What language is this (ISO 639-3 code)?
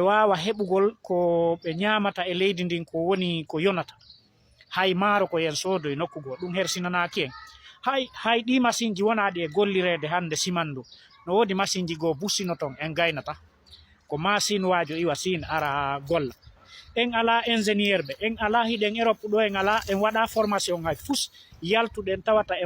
ful